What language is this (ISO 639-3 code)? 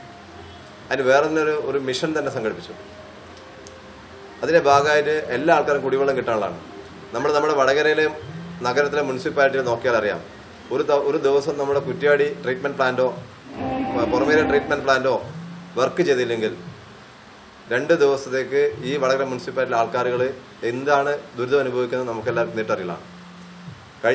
mal